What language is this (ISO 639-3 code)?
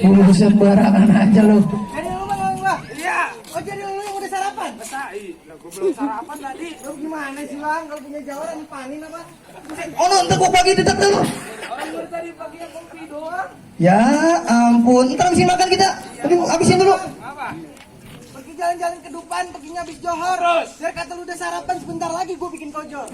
bew